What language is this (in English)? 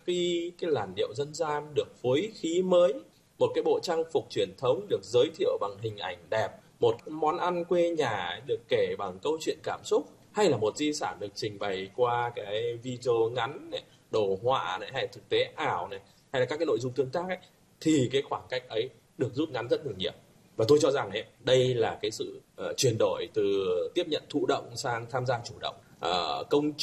Vietnamese